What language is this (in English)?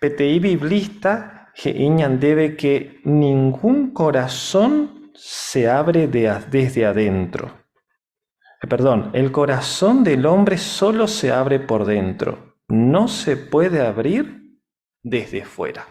Guarani